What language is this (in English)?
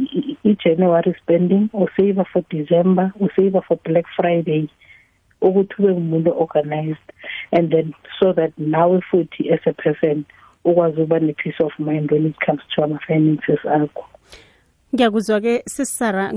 South Ndebele